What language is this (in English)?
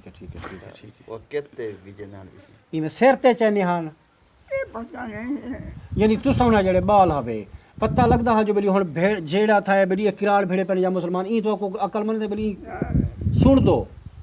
Saraiki